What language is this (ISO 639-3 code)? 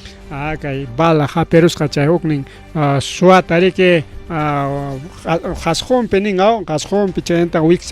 quy